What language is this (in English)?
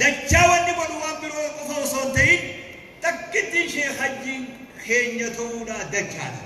Oromo